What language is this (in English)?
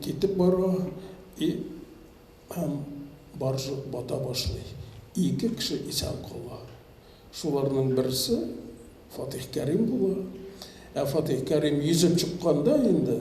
Tatar